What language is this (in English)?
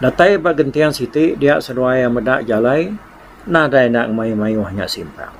Iban